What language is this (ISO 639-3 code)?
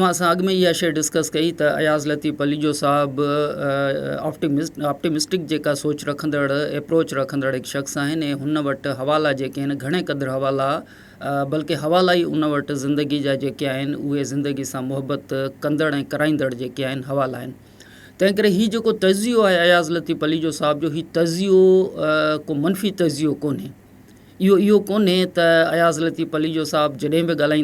snd